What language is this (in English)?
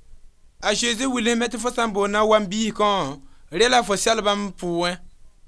Mossi